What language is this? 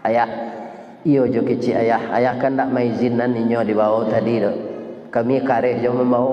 Minangkabau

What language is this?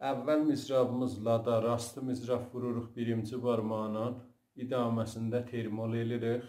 South Azerbaijani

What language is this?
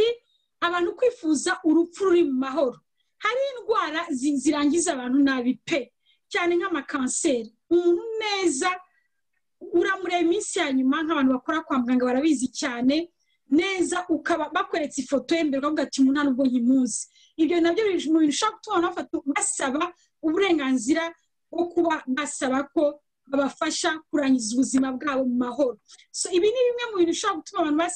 Kinyarwanda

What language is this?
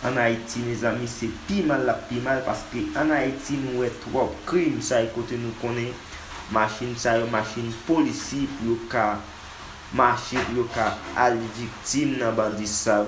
Haitian Creole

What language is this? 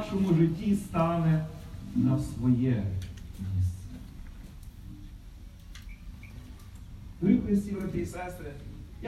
Ukrainian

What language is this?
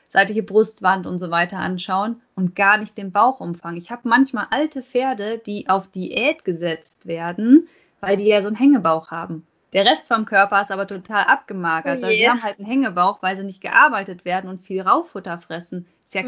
German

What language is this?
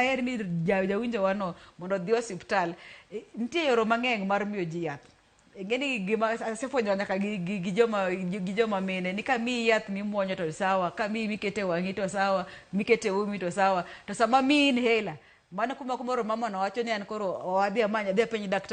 Luo (Kenya and Tanzania)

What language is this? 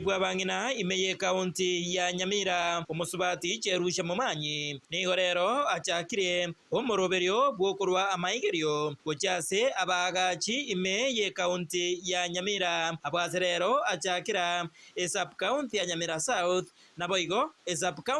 Gusii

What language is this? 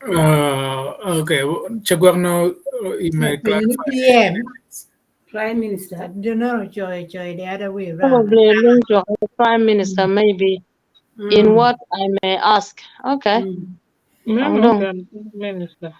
Acoli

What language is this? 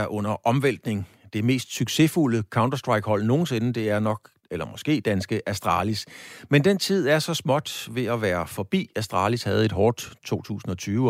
Danish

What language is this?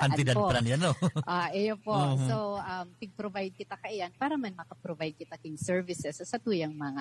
Bikol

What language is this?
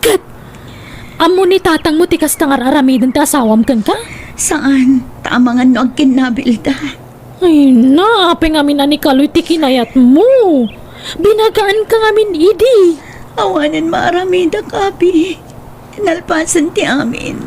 Iloko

